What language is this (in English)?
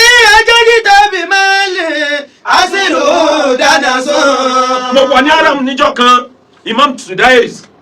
Yoruba